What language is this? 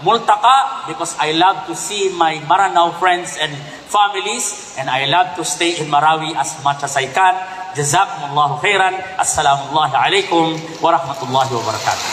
Maranao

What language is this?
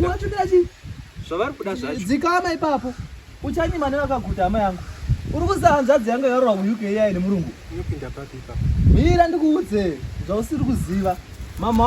Shona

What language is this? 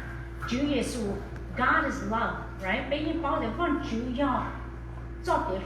Hmong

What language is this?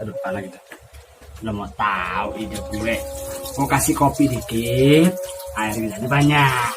Betawi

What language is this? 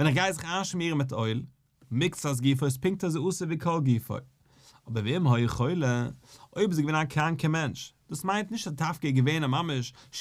Yiddish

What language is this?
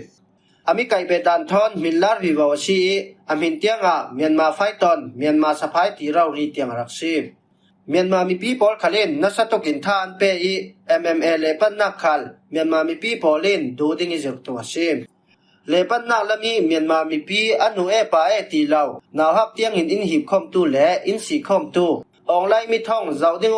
Falam Chin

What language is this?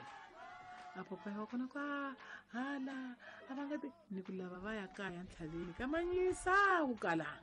Tsonga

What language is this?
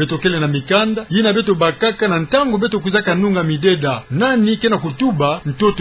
Kituba (Democratic Republic of Congo)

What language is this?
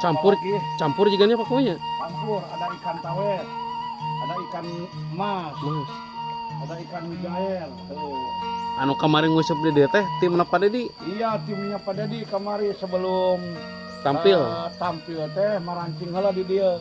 Sundanese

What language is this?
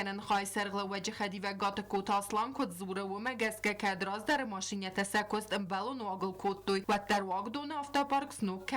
Ossetic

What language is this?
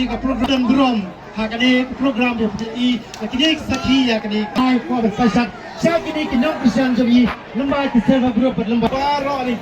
Khasi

